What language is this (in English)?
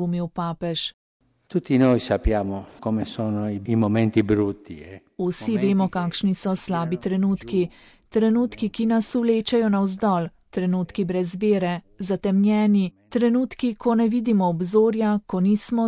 Slovenian